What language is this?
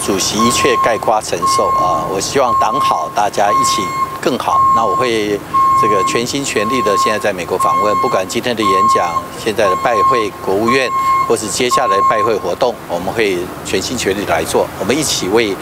Chinese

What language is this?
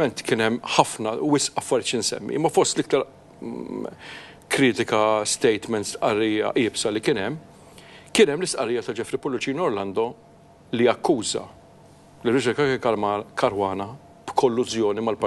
Maltese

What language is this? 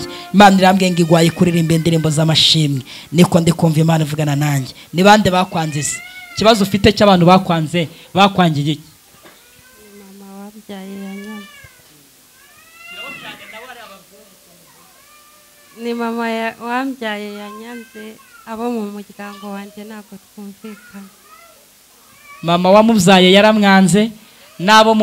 Kinyarwanda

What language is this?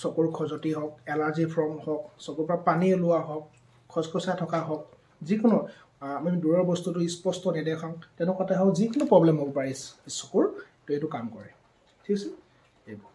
Assamese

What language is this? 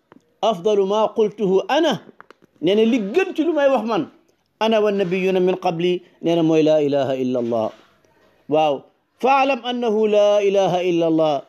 Wolof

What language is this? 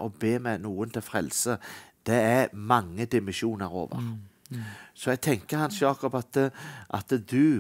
Norwegian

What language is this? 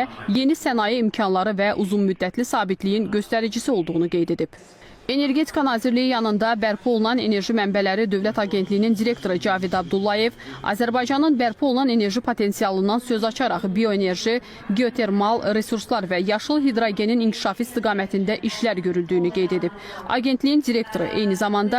Azerbaijani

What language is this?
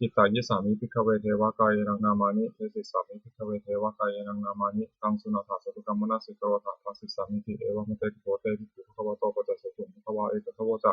Pali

